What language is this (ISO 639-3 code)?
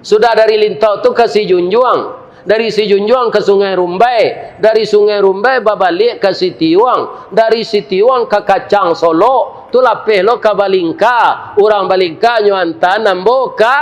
min